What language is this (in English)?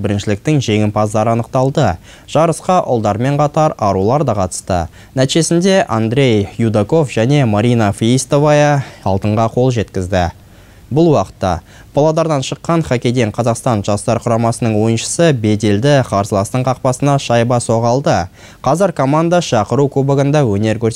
Kazakh